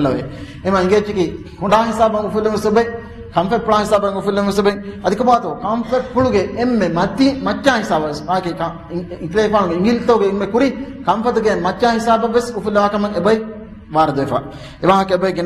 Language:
Divehi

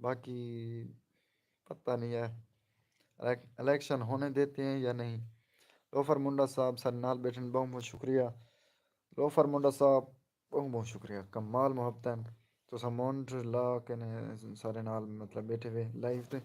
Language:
Saraiki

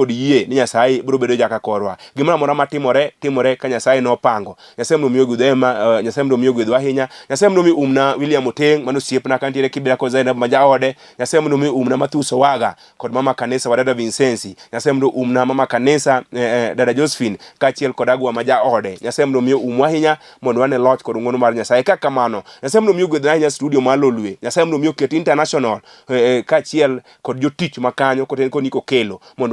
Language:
Luo (Kenya and Tanzania)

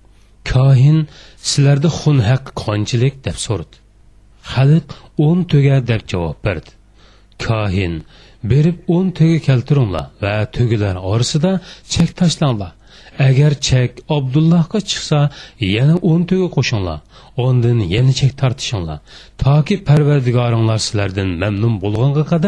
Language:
Uyghur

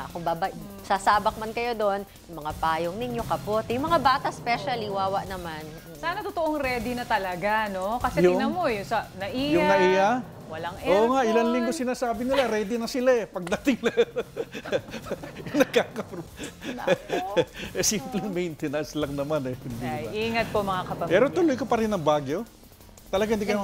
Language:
Filipino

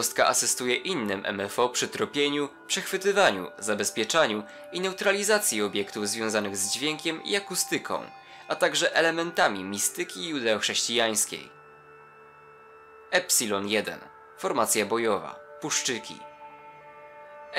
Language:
Polish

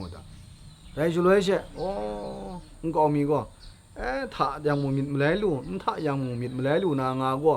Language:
Kachin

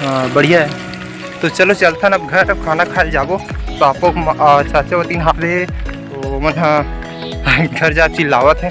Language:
Chhattisgarhi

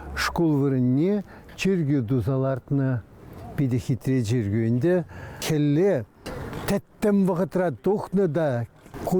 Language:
Chuvash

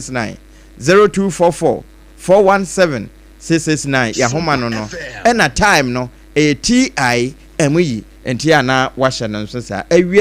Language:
Akan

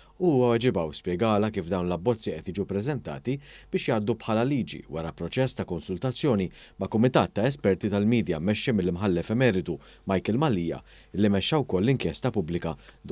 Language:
Maltese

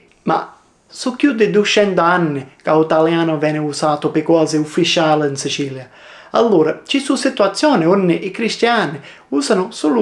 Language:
Sicilian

